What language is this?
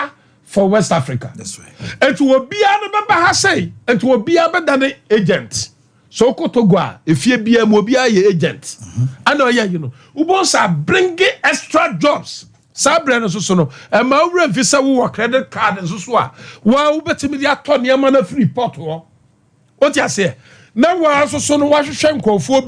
Akan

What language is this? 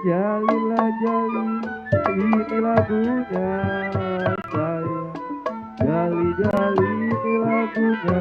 Betawi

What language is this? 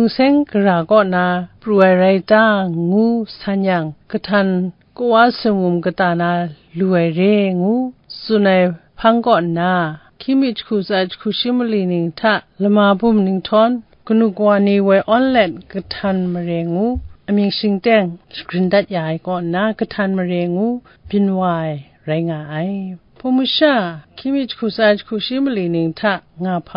Kachin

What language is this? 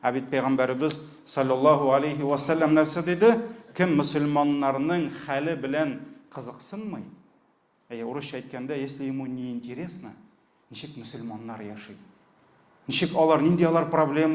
Tatar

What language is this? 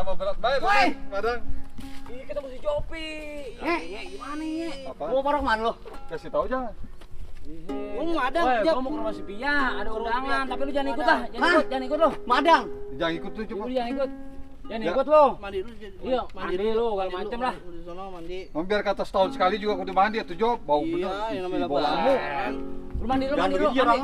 Betawi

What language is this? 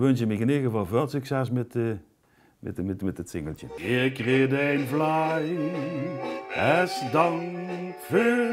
Limburgish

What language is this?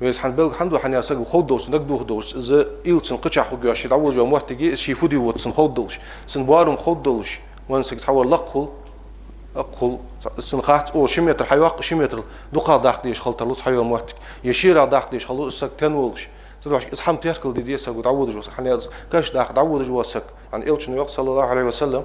Ingush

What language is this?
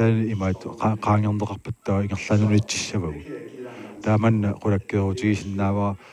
Kalaallisut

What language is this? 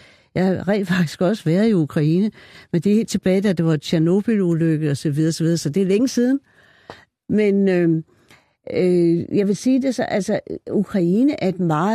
Danish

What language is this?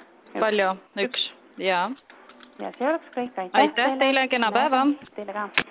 Estonian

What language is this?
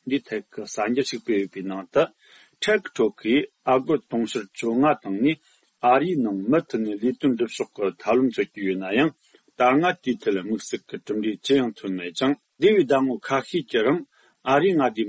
Tibetan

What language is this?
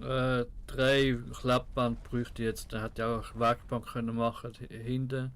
Swiss German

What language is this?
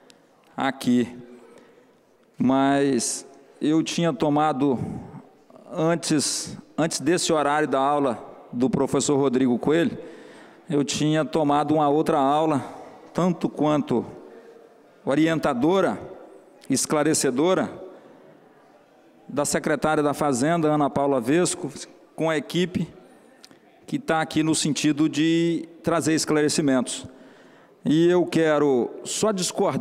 Portuguese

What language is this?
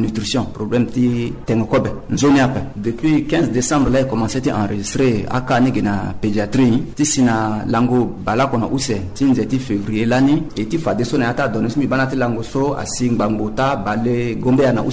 Sango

